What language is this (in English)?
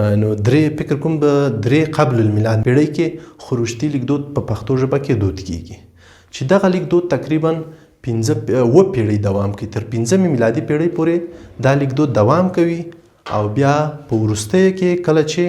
Pashto